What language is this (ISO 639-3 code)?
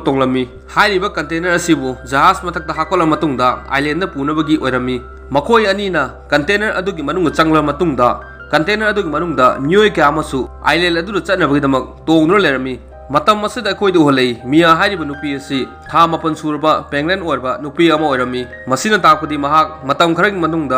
mni